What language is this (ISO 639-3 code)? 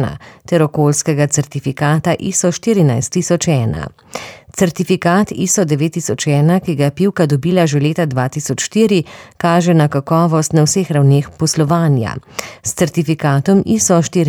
slv